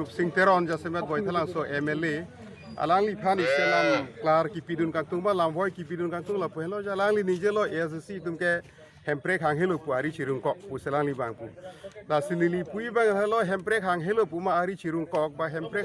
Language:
Karbi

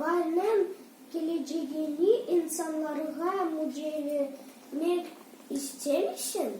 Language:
Crimean Tatar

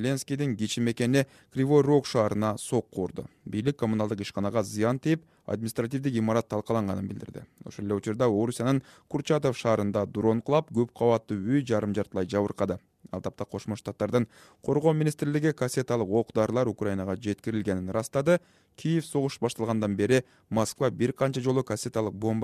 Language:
Kyrgyz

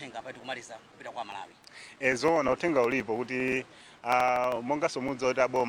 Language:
Nyanja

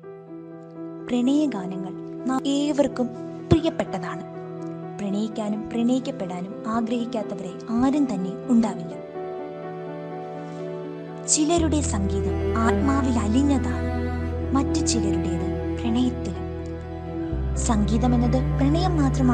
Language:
Malayalam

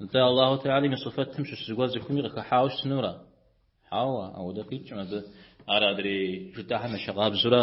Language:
Kabardian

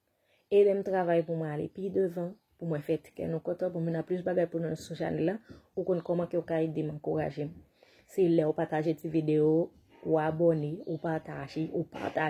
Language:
Haitian Creole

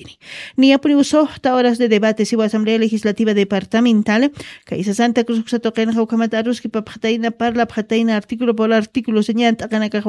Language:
Aymara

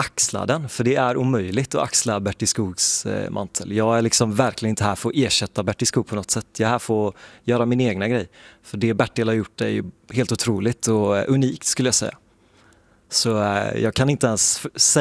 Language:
Swedish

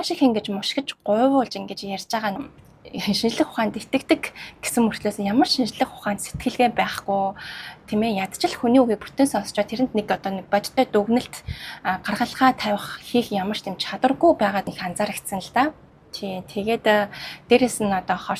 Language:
Mongolian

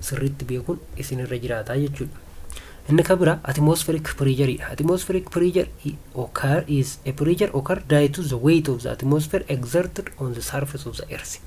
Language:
Oromo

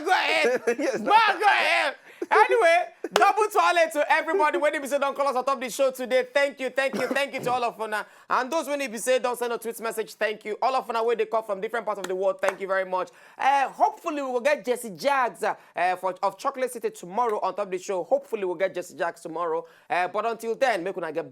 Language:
Nigerian Pidgin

